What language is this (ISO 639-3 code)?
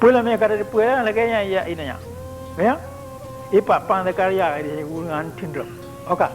ace